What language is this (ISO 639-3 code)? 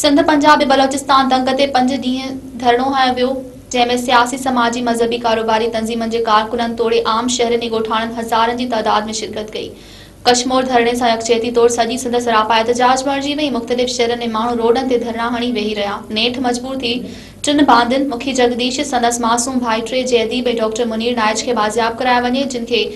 snd